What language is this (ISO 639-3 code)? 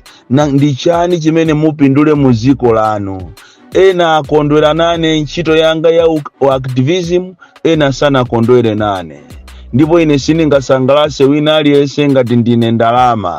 nya